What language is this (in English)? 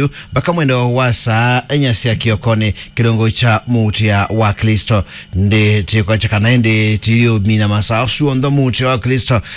Kamba